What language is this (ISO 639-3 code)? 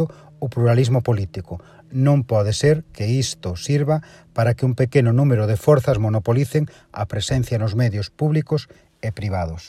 glg